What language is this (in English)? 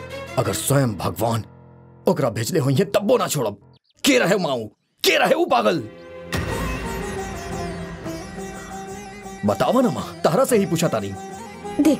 Bhojpuri